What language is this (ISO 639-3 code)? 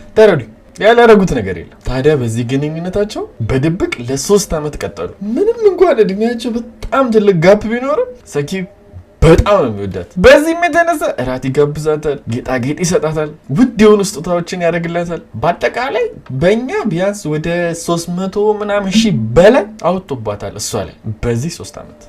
amh